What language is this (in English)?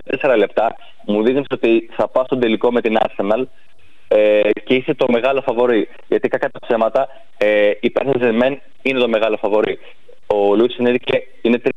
Greek